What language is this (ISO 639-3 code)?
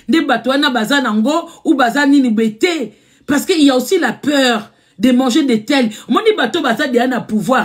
lin